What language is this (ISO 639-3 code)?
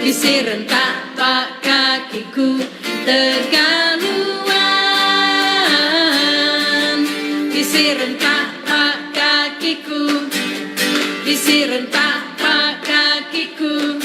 iba